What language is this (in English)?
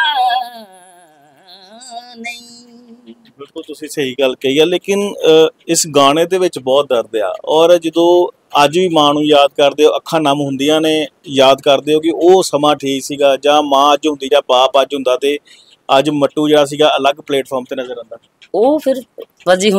Punjabi